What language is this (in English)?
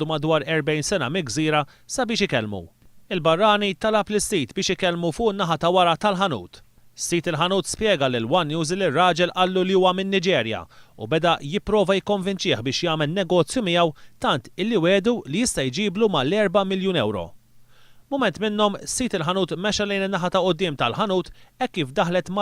Maltese